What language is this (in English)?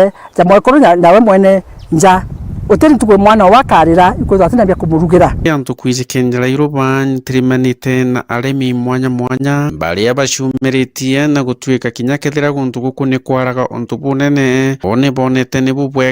Meru